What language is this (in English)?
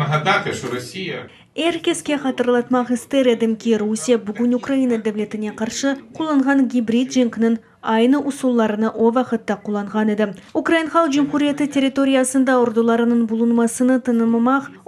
Crimean Tatar